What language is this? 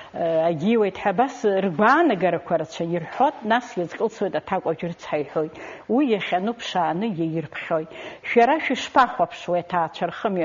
Abkhazian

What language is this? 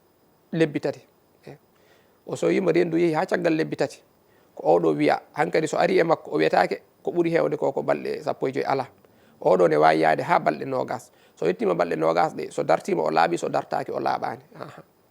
Fula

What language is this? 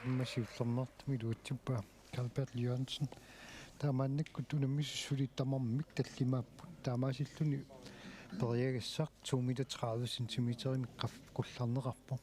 Kalaallisut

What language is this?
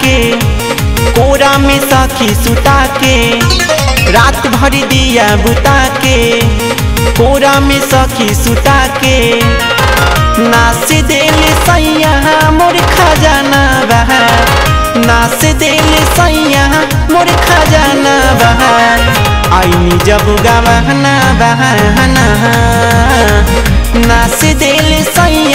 Bhojpuri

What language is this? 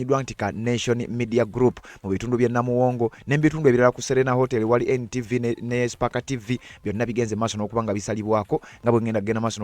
Ganda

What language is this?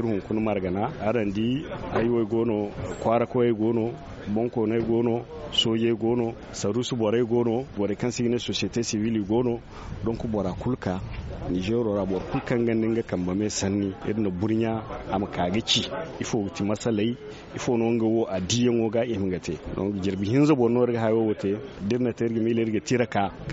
Zarma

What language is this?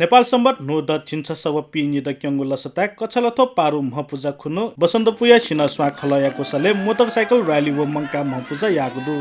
Newari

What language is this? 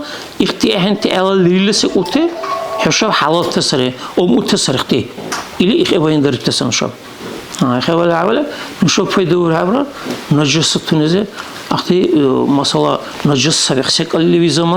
Dargwa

